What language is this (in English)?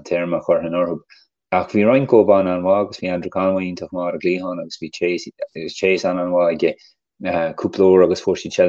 Irish